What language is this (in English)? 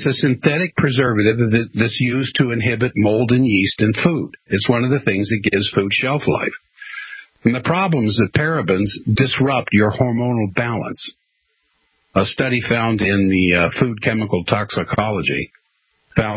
English